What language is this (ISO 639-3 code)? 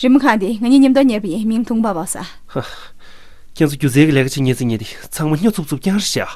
bod